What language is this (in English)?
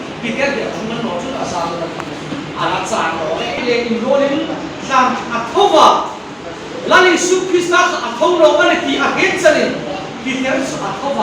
Hmar